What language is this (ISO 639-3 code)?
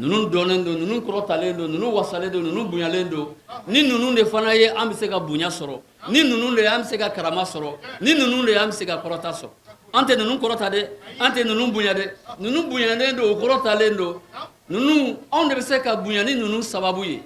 bam